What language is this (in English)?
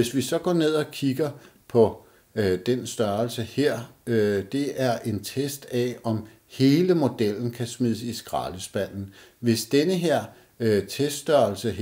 Danish